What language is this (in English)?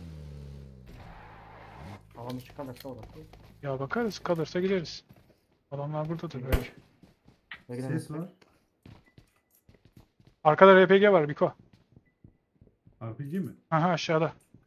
Turkish